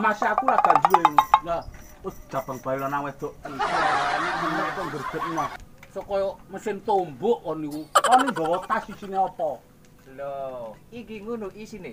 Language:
Javanese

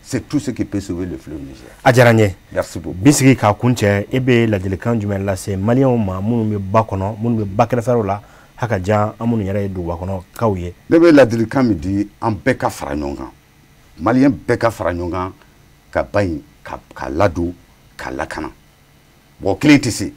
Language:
Bambara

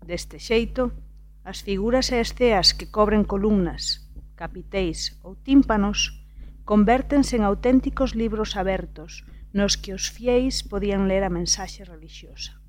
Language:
Galician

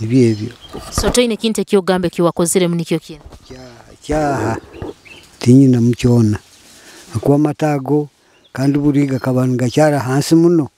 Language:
Nyoro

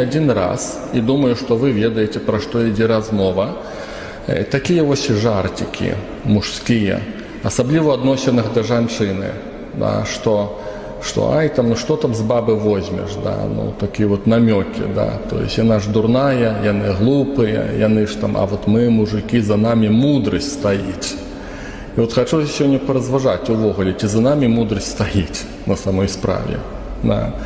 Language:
Belarusian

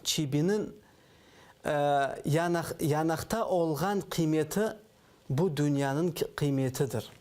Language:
Crimean Tatar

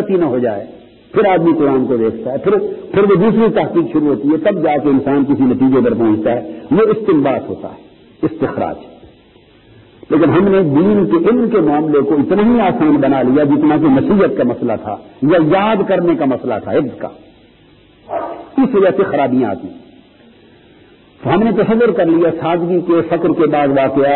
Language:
Urdu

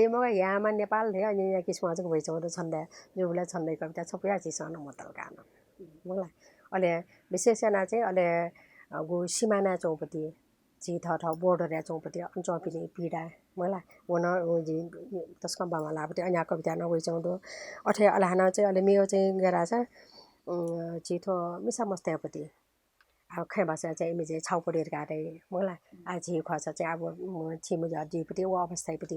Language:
Newari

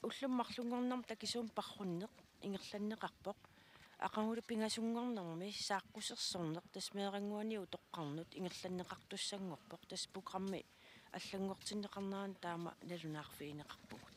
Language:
Kalaallisut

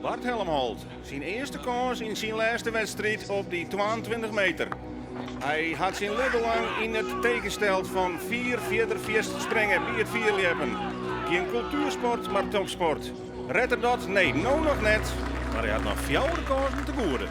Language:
Western Frisian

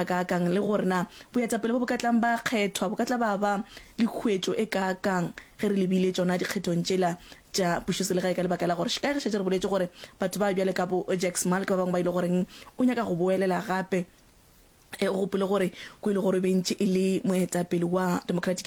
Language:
Northern Sotho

